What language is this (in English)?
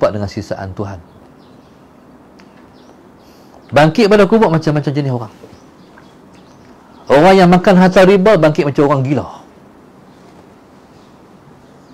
Malay